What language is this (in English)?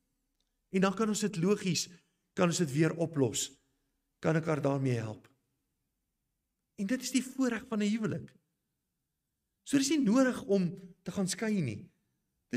Afrikaans